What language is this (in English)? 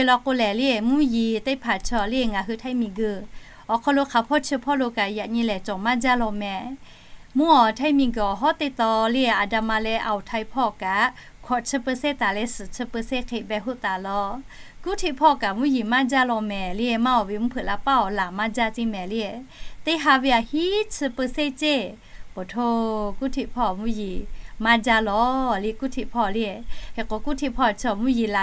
Lahu